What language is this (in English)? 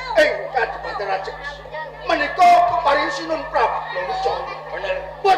Javanese